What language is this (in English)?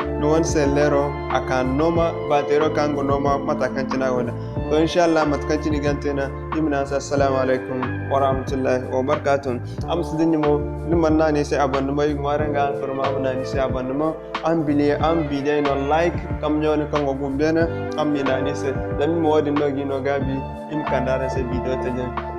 Zarma